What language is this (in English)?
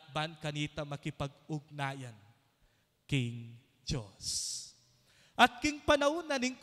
Pampanga